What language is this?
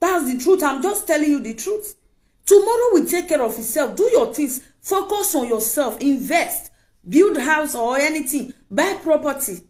Nigerian Pidgin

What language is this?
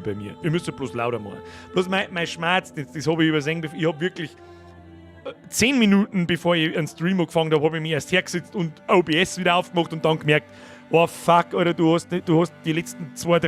Bavarian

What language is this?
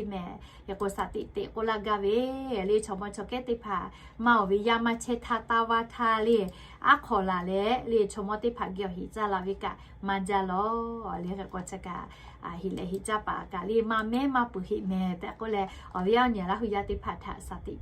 Lahu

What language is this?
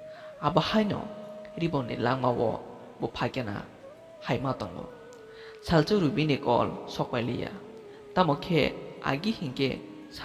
Kok Borok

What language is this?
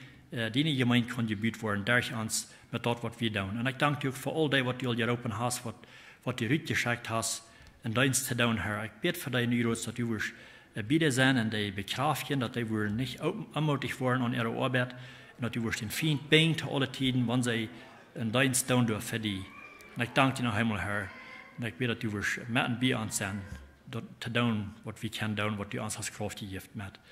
Plautdietsch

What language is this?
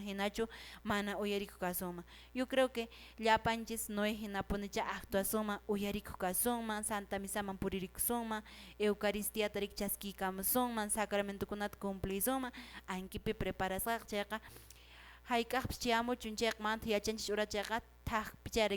Quechua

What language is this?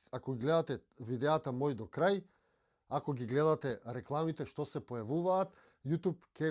Macedonian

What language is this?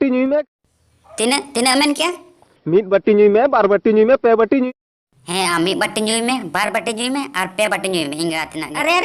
Santali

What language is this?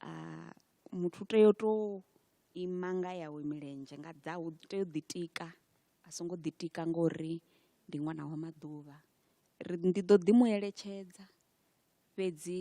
Venda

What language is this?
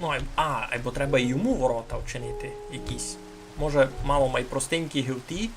Rusyn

